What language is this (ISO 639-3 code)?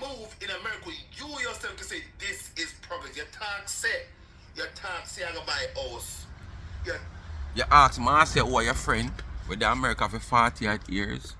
jam